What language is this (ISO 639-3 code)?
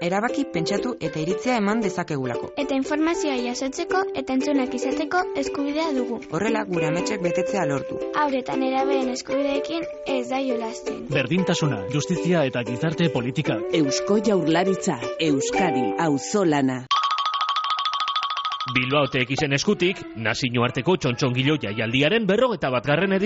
eus